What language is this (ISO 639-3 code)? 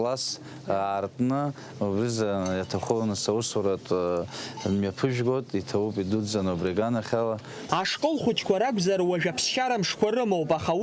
abk